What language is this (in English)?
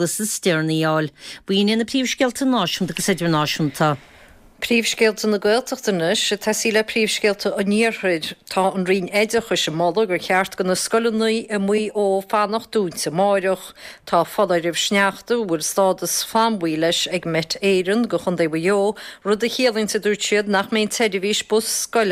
Irish